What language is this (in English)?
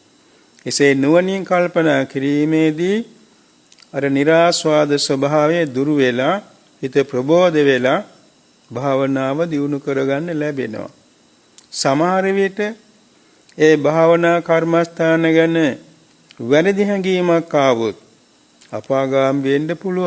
Sinhala